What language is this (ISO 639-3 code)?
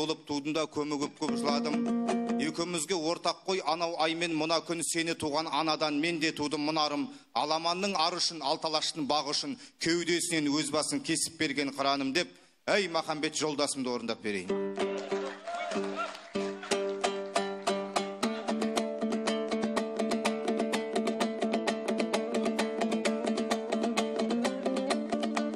kaz